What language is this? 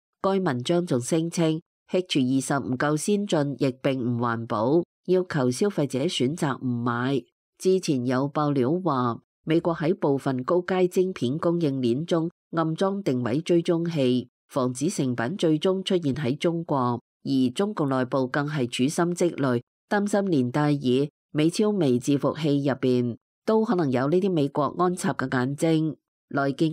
Cantonese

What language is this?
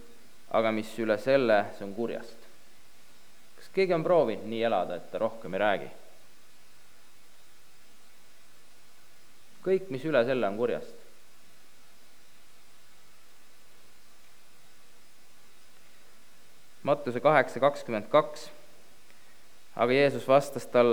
Estonian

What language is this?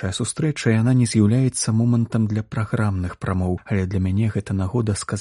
Belarusian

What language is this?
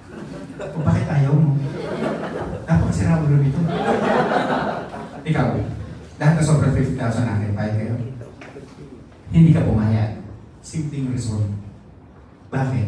Filipino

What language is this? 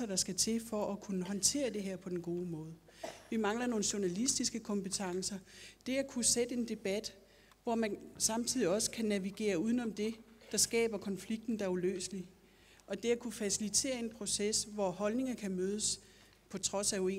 Danish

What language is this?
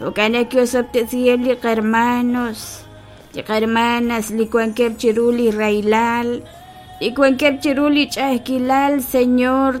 Kekchí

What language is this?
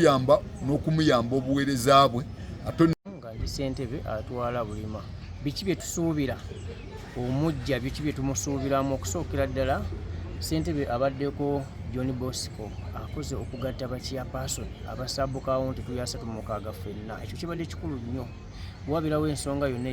Ganda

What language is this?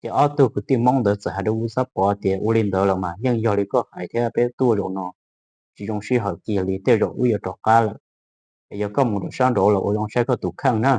Hmong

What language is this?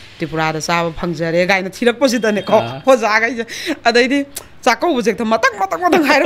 Manipuri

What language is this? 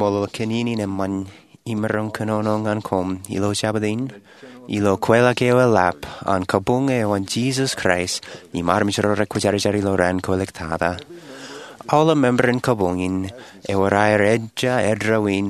Marshallese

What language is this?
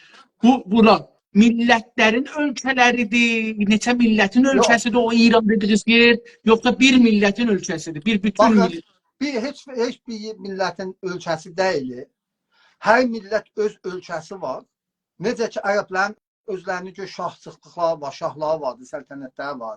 South Azerbaijani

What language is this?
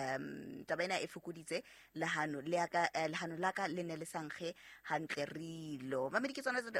Southern Sotho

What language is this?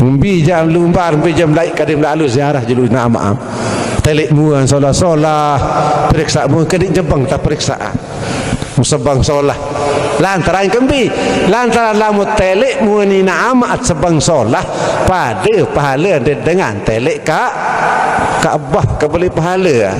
Sasak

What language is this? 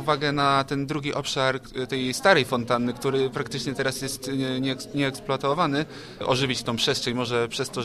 Polish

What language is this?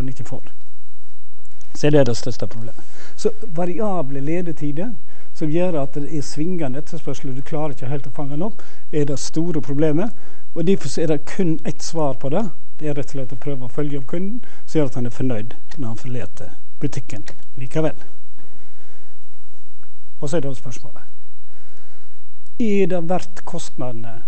Norwegian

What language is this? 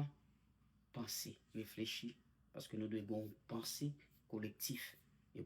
Haitian Creole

